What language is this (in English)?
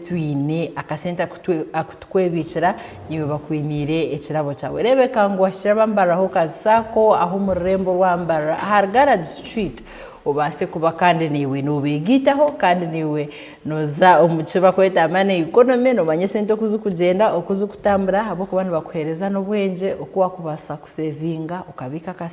Nyankole